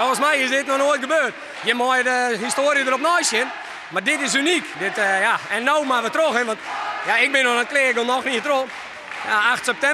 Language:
Western Frisian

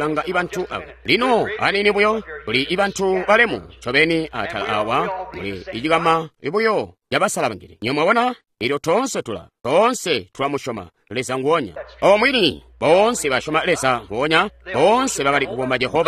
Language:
Tonga (Zambia)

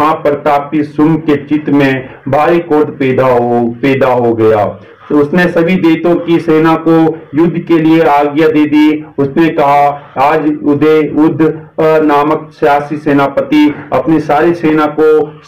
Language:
Hindi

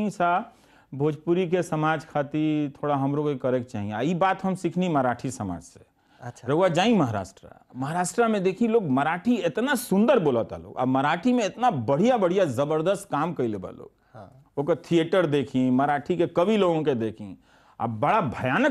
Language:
Bhojpuri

